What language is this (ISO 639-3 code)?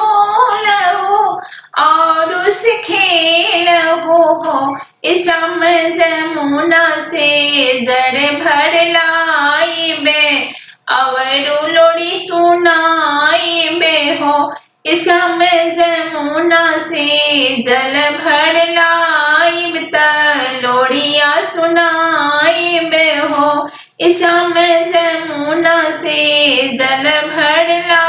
bho